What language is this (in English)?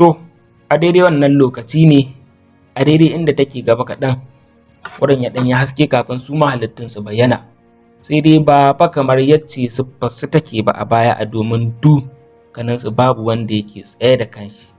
Hausa